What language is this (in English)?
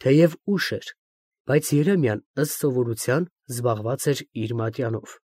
Armenian